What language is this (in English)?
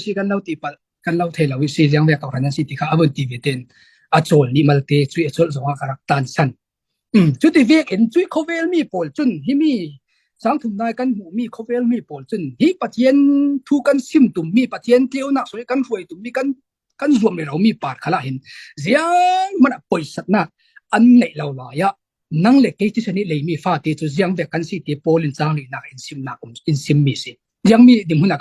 Falam Chin